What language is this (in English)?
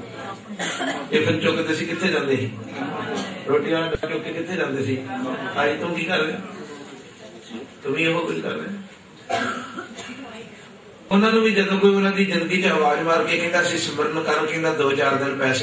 Punjabi